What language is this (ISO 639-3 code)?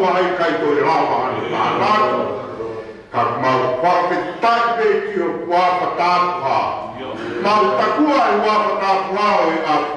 ton